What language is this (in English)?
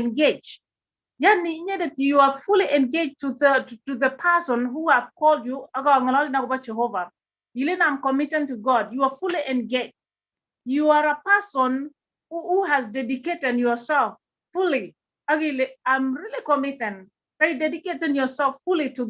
Kalenjin